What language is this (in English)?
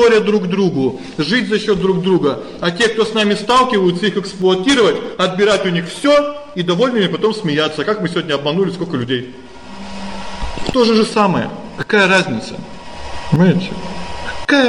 Russian